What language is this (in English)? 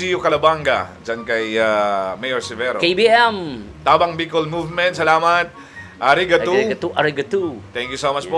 Bikol